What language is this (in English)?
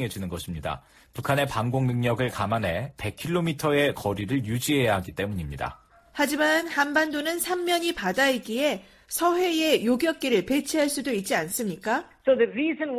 Korean